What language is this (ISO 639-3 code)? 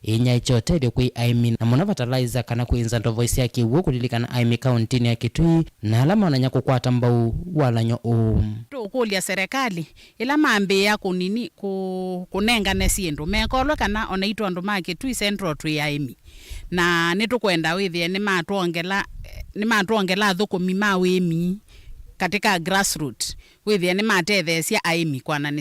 kam